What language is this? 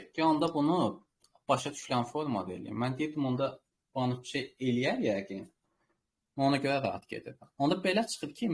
Azerbaijani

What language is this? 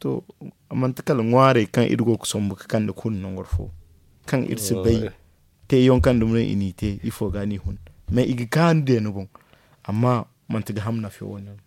Zarma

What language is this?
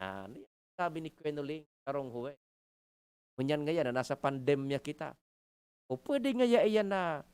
Bikol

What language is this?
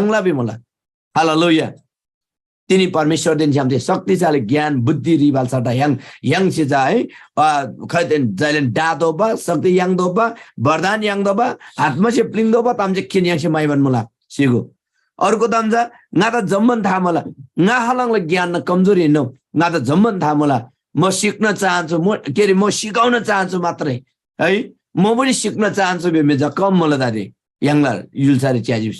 Eastern Tamang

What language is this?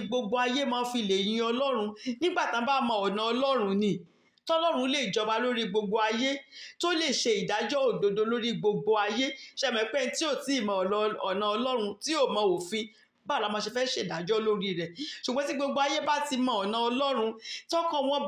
Yoruba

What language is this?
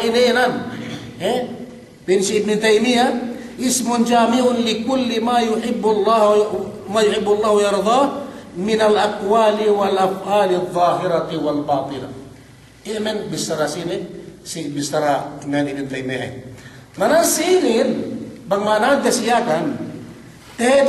Yakan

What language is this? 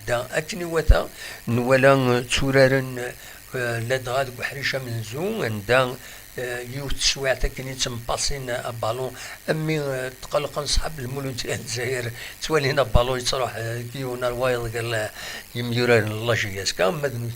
Kabyle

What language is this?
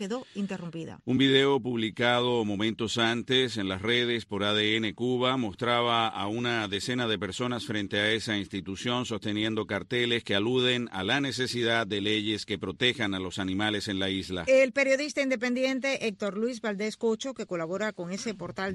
Spanish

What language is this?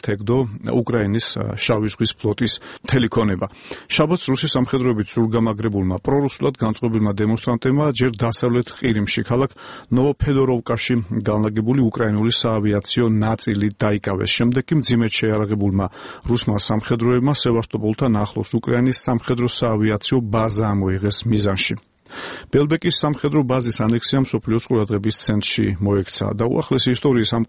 Georgian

